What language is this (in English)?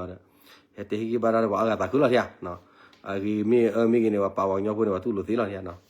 S'gaw Karen